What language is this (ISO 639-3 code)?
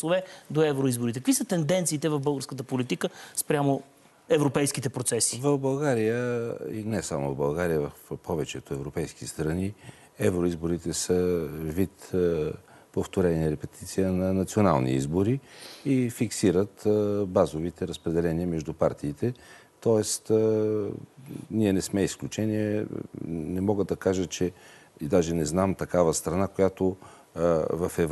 bul